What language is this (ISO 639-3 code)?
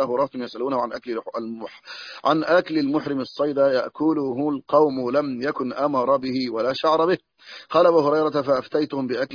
ara